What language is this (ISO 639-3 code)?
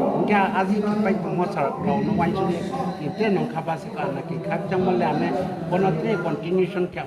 ria